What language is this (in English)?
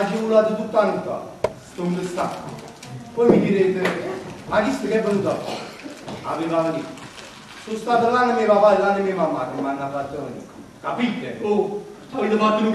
Neapolitan